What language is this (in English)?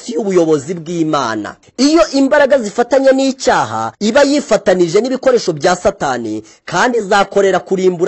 Kinyarwanda